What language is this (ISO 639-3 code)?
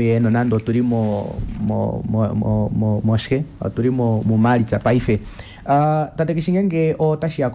kua